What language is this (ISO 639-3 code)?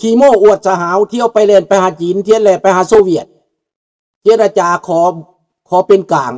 lao